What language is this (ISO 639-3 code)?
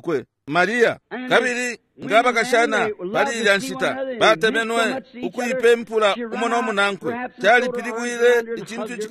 bem